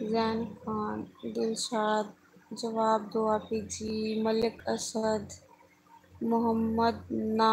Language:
Saraiki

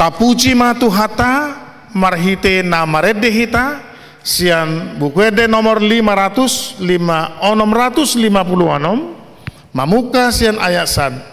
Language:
Batak Toba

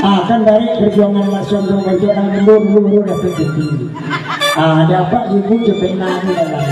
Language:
Minangkabau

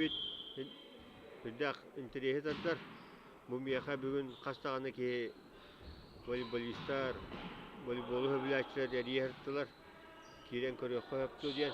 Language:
Yakut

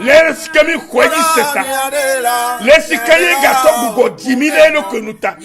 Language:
Ewe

